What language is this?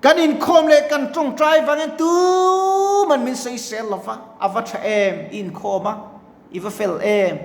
Mizo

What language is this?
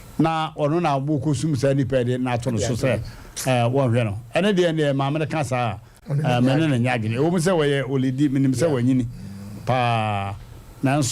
Akan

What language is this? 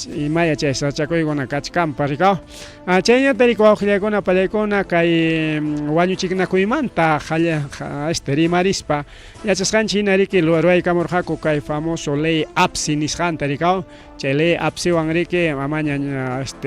Ayacucho Quechua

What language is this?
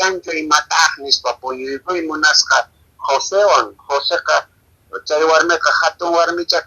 Quechua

